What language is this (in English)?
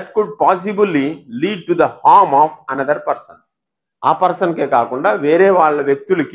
Telugu